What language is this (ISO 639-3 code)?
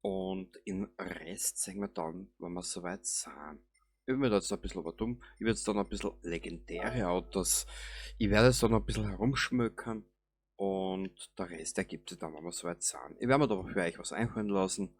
bar